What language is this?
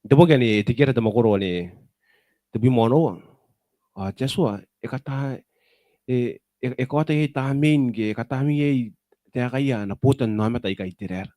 Gilbertese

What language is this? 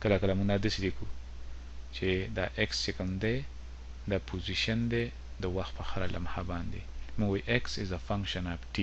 Pashto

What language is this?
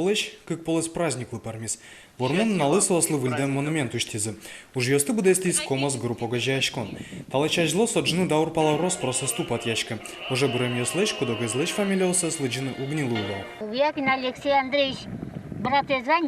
Udmurt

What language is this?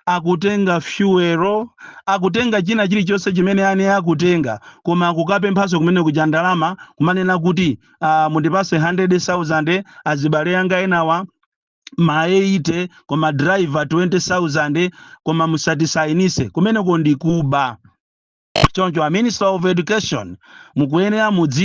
Nyanja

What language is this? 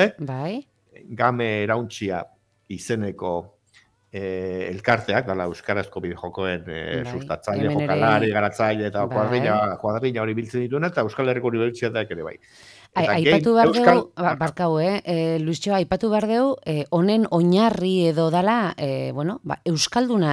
Basque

